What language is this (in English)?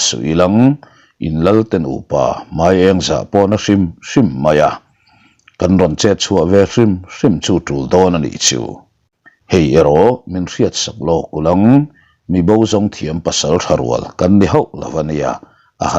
Mizo